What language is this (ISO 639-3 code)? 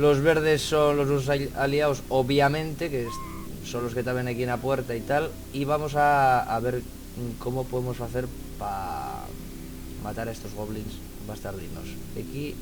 ast